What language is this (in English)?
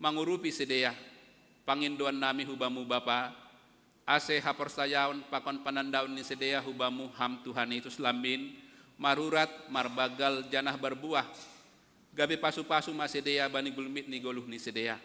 Batak Simalungun